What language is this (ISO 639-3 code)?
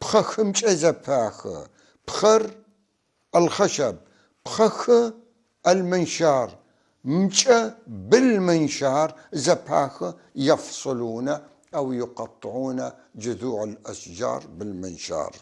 apc